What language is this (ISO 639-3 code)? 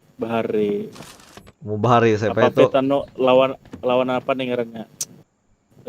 bjn